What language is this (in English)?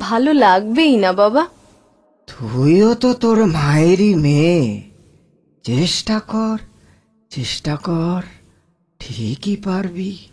Bangla